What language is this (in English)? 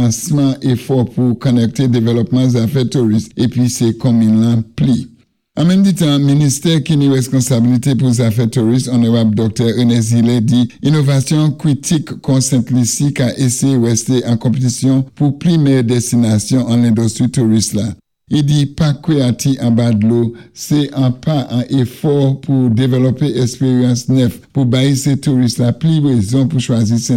Saint Lucian Creole French